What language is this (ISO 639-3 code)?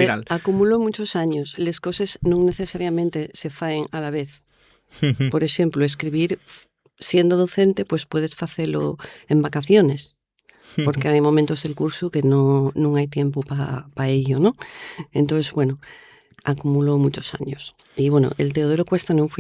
ast